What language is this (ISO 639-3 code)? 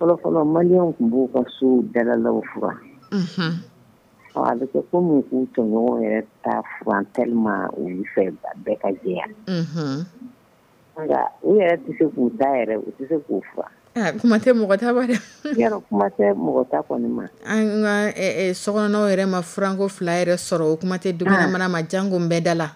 dyu